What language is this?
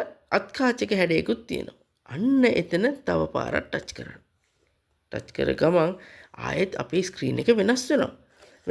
Sinhala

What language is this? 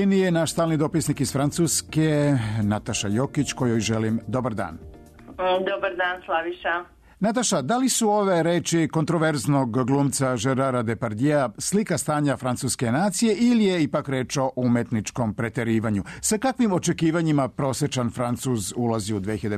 Serbian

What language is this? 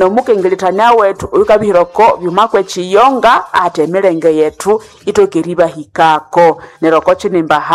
Nande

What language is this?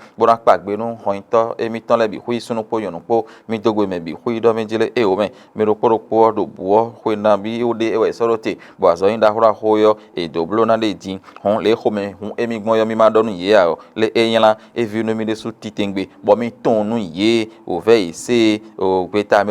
Fon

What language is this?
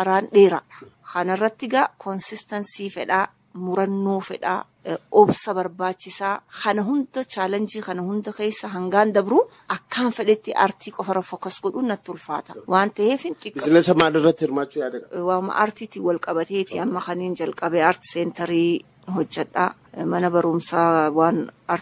Oromo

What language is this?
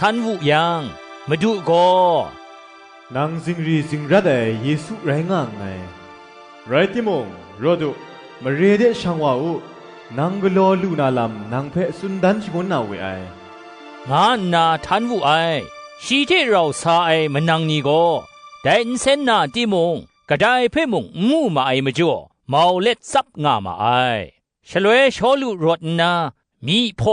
Kachin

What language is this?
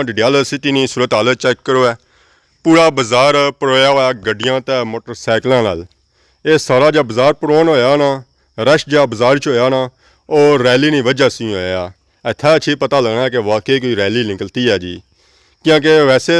Pahari-Potwari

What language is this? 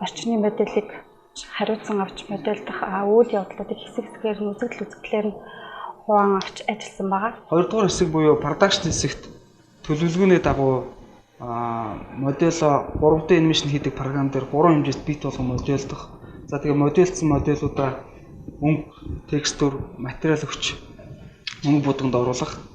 Mongolian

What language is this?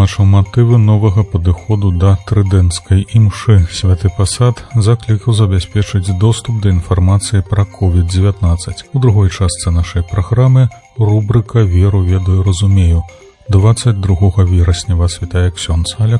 Belarusian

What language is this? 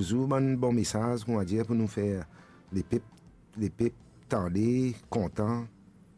Morisyen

